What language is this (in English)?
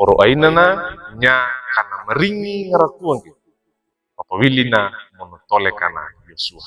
Wejewa